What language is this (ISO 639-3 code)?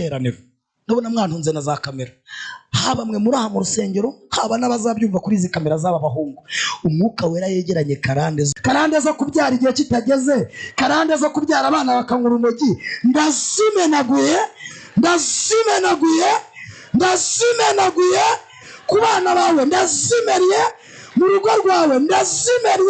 kin